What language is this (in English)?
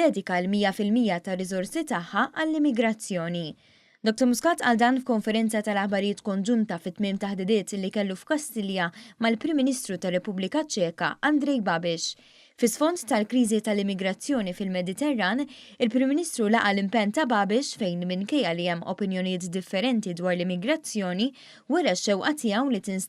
Maltese